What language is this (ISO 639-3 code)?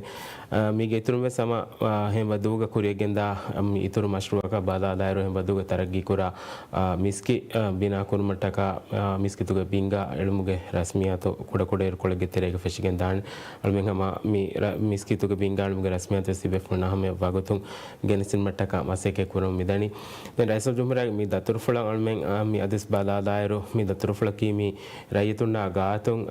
div